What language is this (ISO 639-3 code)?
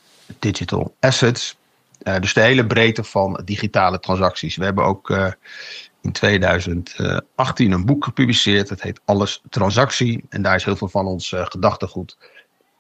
nld